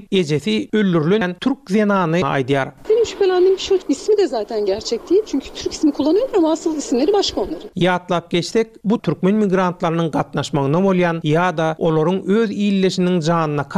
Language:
Turkmen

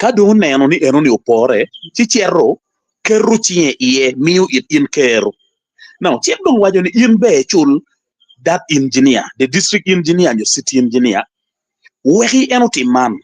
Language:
Acoli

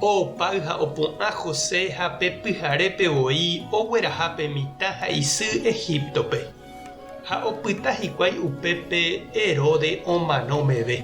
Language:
Guarani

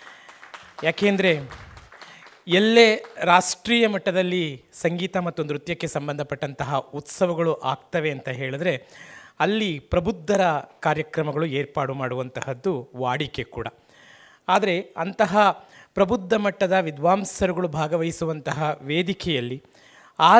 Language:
Kannada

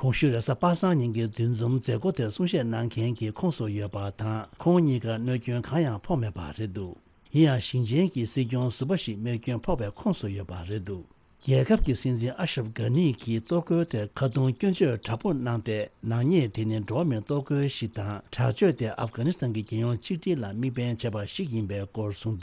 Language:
Tibetan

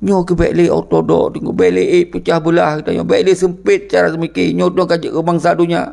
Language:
Achinese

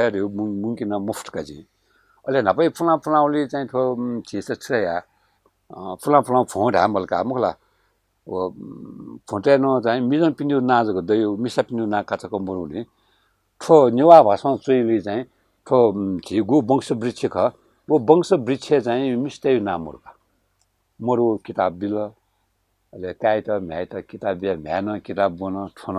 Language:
Newari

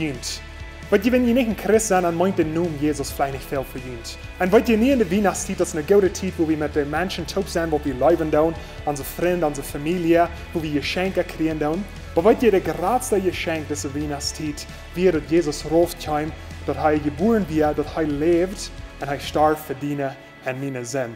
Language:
Plautdietsch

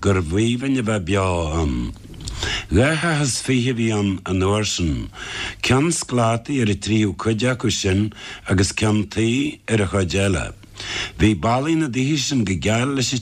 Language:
Irish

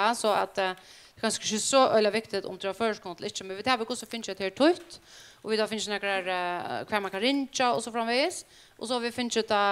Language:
Faroese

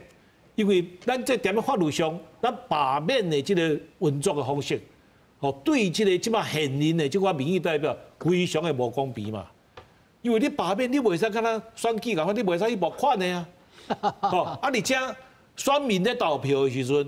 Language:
Min Nan Chinese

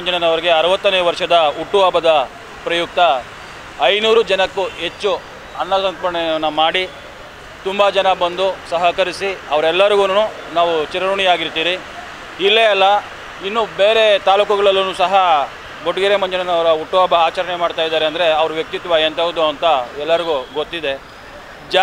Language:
Kannada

